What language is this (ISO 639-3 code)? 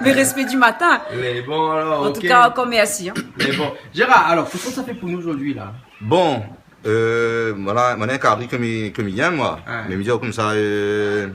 rcf